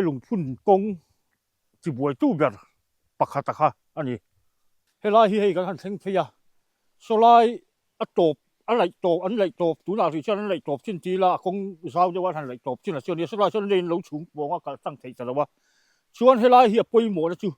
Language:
Mizo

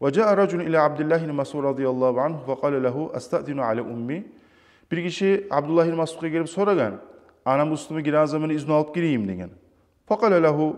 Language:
Kumyk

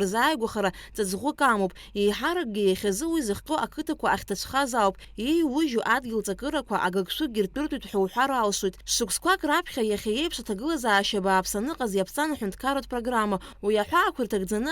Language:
Abkhazian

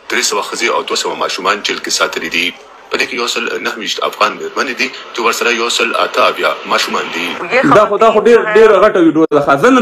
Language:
Pashto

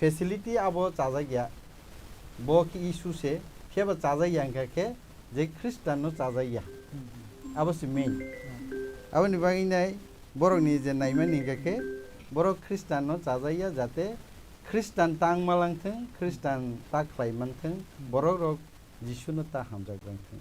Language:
Kok Borok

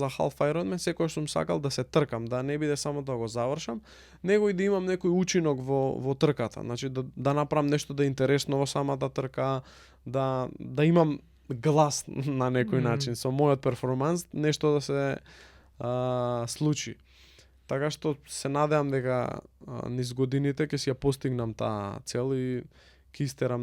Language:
Macedonian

